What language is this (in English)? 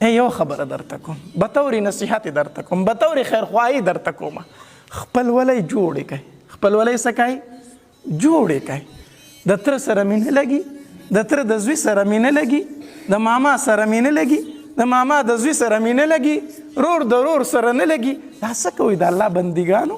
Pashto